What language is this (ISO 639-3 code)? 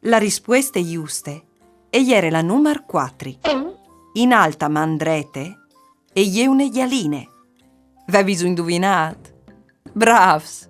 fur